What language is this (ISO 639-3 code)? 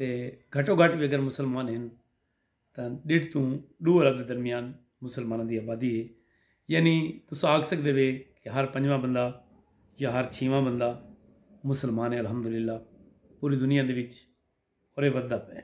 skr